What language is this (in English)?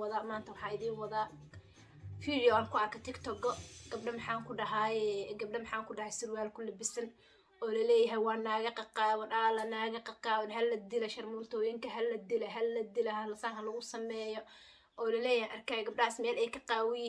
Somali